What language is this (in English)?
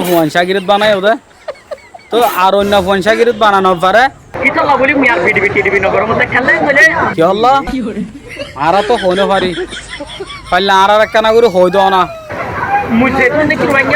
Rohingya